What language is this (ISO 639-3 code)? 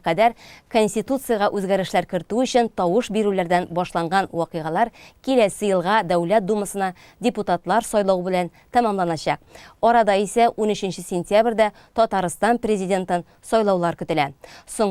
tat